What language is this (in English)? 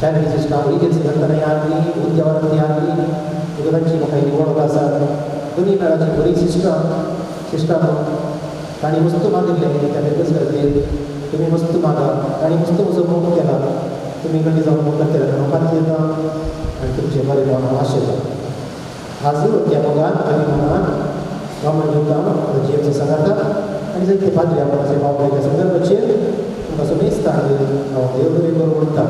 Konkani